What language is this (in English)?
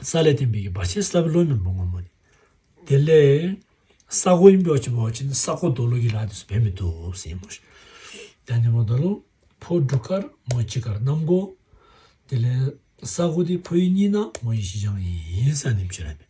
Tibetan